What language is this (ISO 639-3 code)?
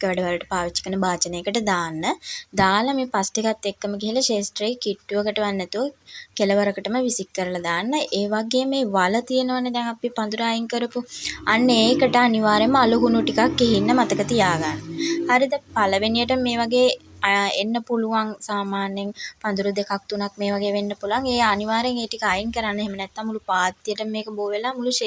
sin